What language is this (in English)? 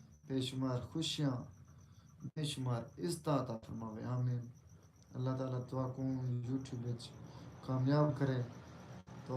Saraiki